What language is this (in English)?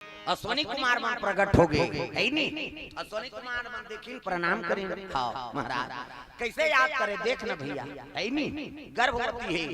Chhattisgarhi